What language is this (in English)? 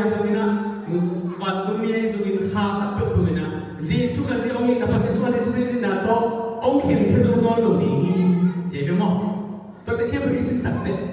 Tedim Chin